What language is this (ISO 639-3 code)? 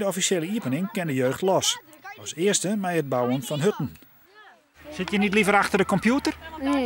fry